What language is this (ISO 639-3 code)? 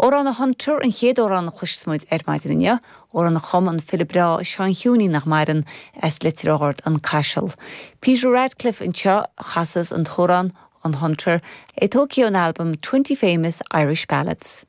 gle